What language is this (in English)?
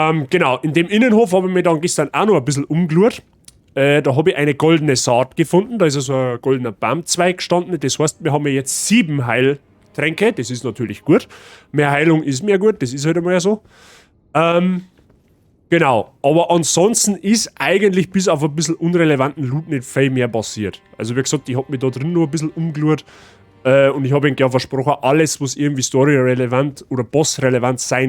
Bavarian